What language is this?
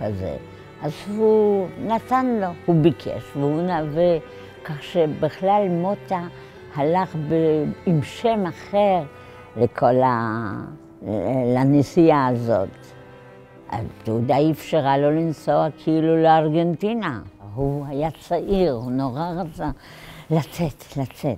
Hebrew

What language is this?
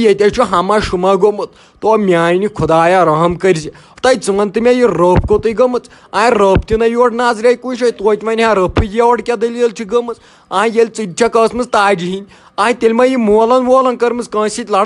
Kashmiri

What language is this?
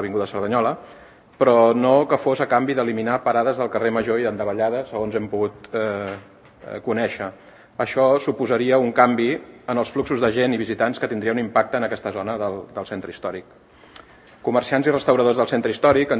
Catalan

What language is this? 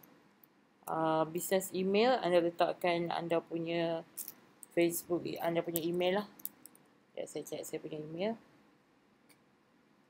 Malay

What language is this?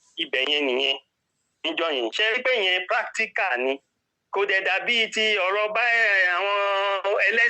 Yoruba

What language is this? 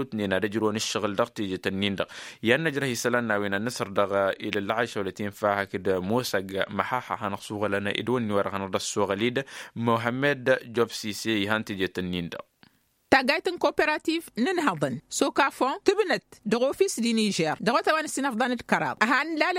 Tamasheq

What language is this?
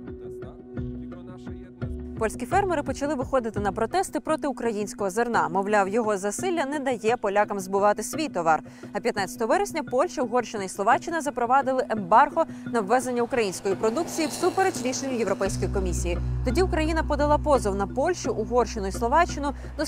Ukrainian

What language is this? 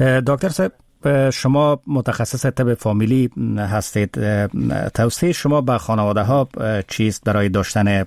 Persian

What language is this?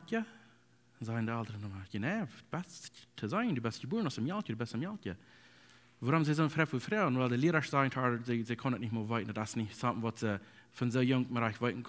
Plautdietsch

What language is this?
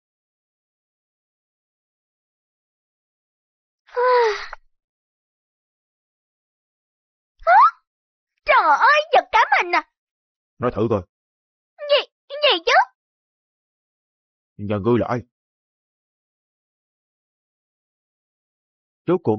Vietnamese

